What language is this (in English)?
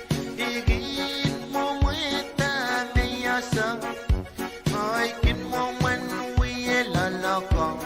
Pohnpeian